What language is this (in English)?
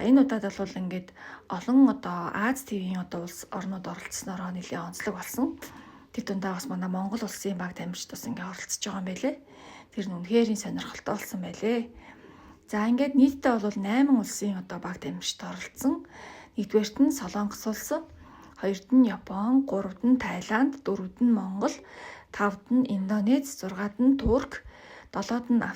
Mongolian